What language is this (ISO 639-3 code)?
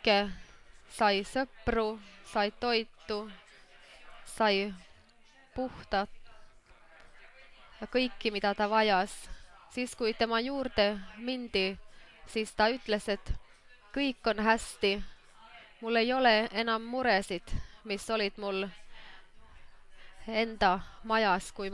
est